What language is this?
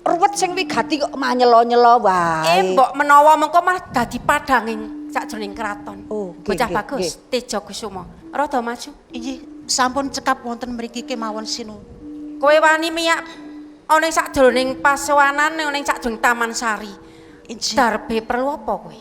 Javanese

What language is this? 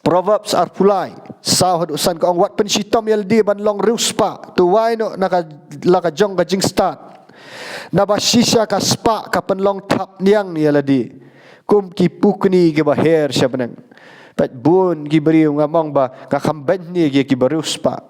Khasi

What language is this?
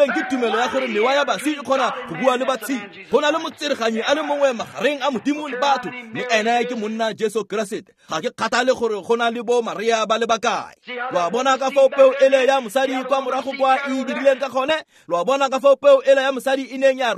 Tswana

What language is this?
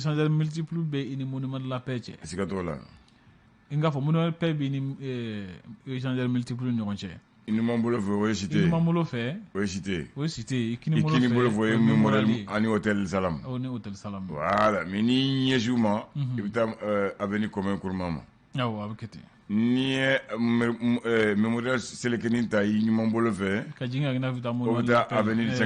Bambara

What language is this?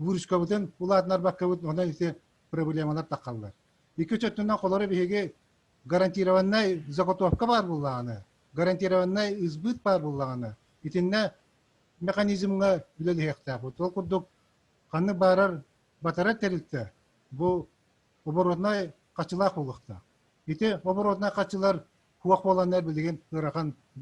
Yakut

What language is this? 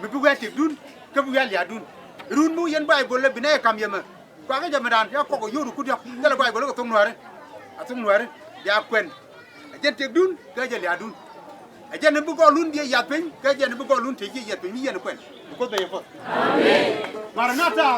Nuer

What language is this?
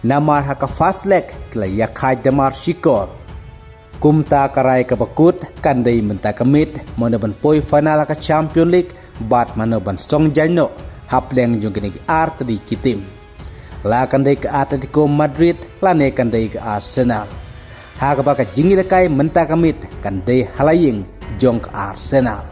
Khasi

